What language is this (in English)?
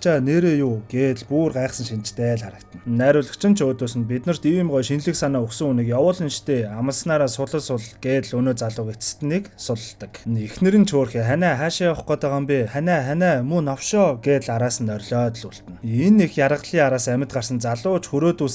Mongolian